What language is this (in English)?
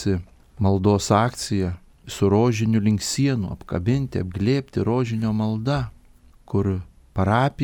Lithuanian